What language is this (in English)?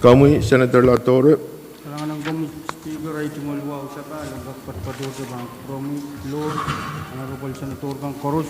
Pohnpeian